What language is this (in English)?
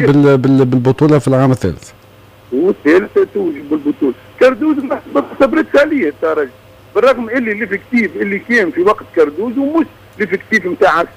Tunisian Arabic